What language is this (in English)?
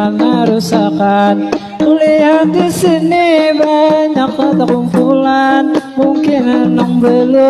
Banjar